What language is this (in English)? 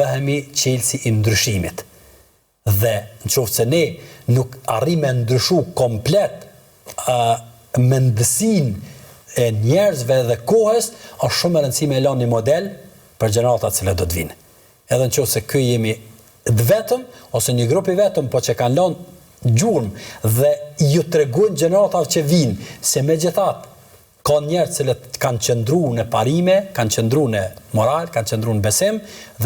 Albanian